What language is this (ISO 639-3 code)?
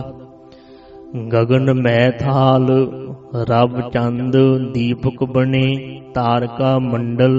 pan